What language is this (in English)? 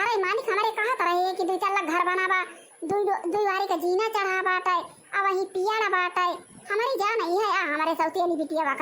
Awadhi